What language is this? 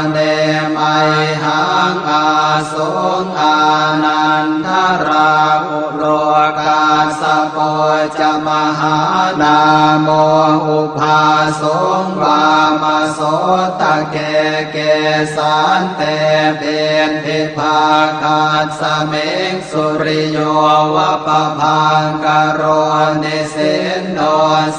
Pali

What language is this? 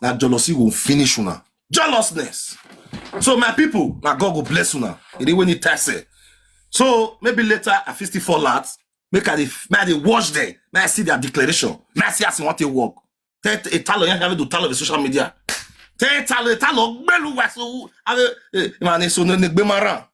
Nigerian Pidgin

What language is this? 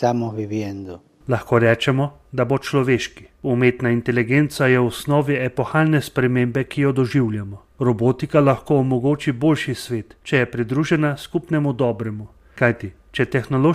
Slovenian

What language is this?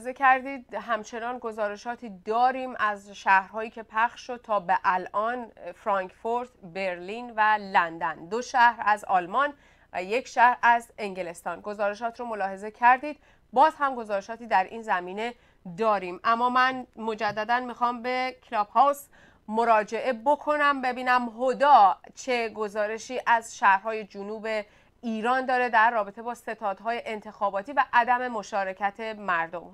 Persian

